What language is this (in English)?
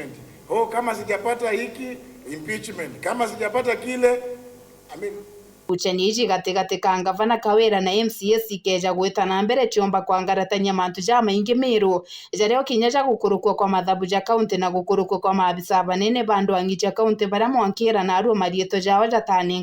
Meru